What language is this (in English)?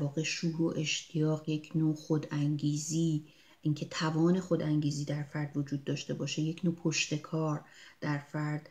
Persian